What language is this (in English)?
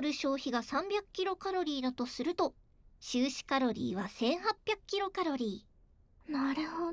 Japanese